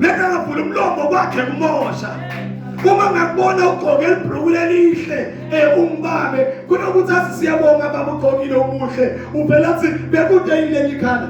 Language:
Zulu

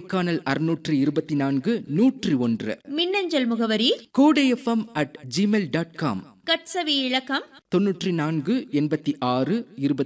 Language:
Tamil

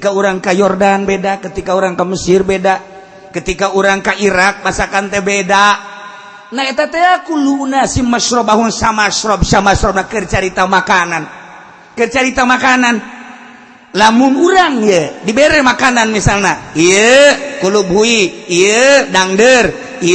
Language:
Sundanese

